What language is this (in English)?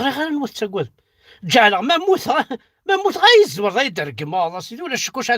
Kabyle